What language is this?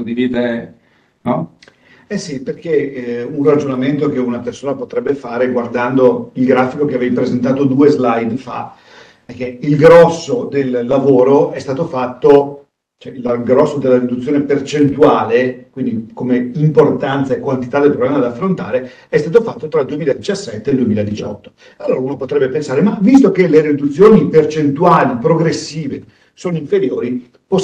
Italian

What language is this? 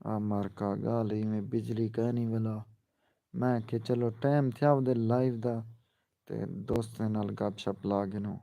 Saraiki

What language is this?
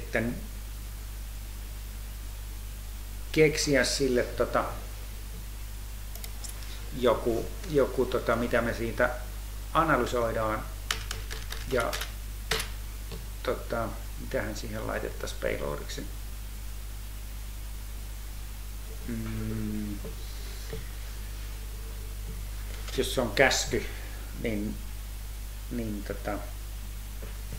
Finnish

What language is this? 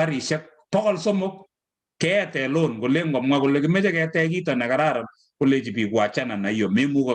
Kalenjin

